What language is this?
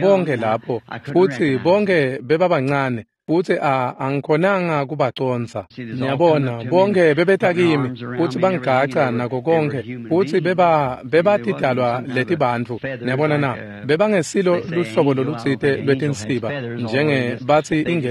Swati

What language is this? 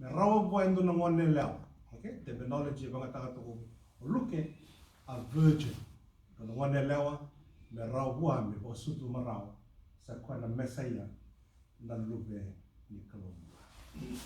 Fijian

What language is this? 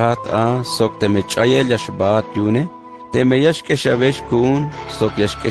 Tzeltal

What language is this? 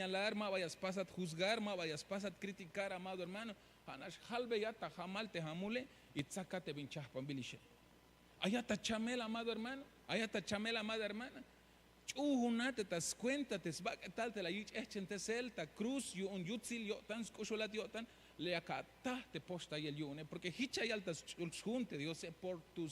Tzeltal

